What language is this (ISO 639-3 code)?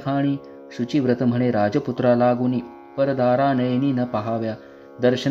mar